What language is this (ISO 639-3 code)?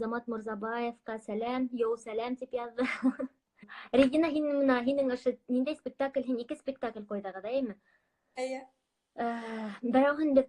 bak